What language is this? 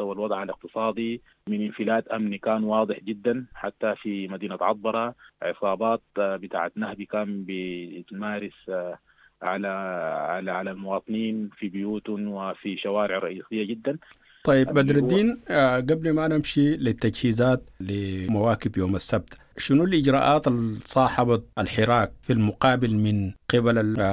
Sudanese Arabic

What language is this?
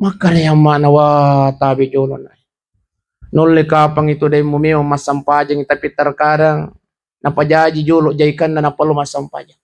Buginese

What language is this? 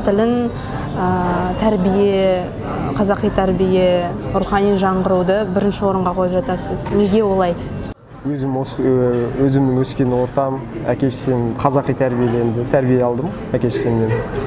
Kazakh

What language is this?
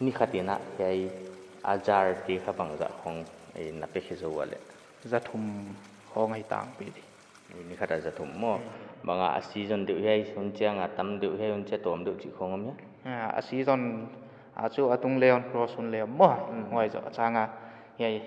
Paite Chin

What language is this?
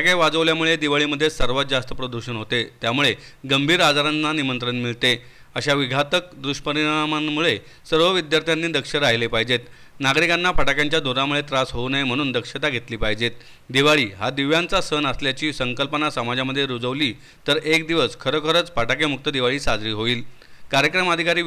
Marathi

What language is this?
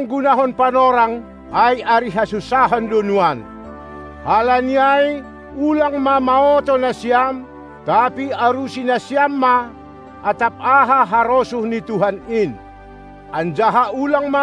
Batak Simalungun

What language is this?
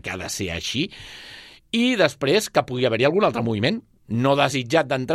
Catalan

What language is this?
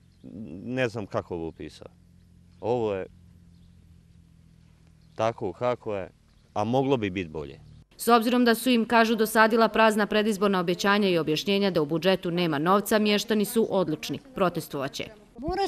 Bosnian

